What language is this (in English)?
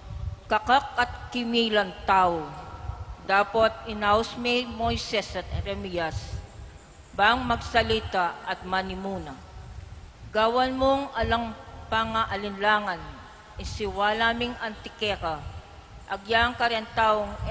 Pampanga